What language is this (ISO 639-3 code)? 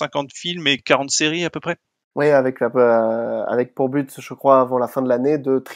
fra